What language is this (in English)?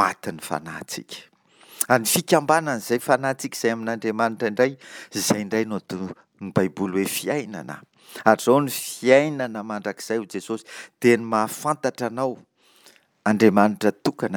Malagasy